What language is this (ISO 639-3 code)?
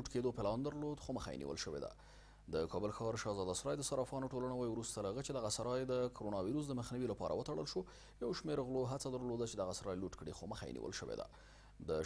pus